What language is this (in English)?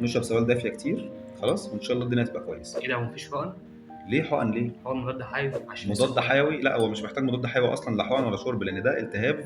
Egyptian Arabic